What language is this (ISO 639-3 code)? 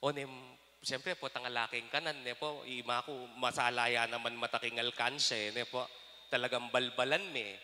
pam